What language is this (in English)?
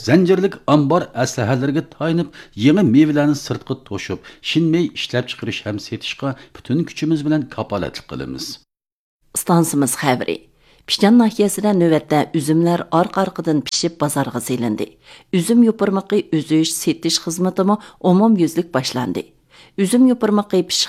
Uyghur